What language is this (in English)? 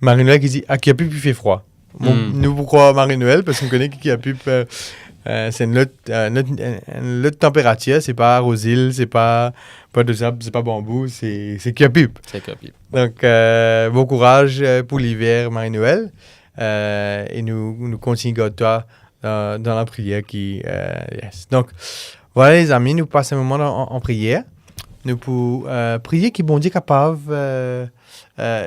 Morisyen